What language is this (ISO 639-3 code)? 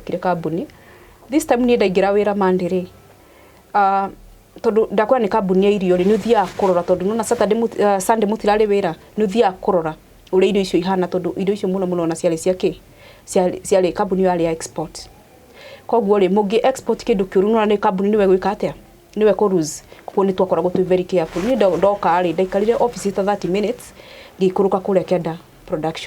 kik